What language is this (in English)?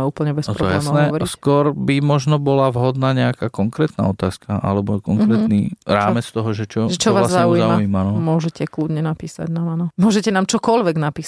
Slovak